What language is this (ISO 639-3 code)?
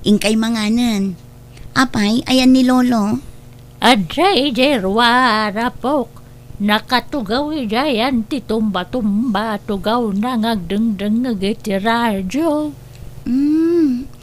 ilo